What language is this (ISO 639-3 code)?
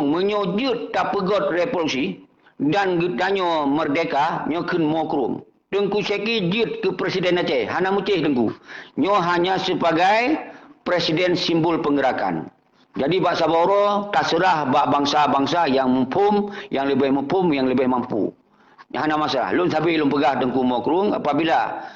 ace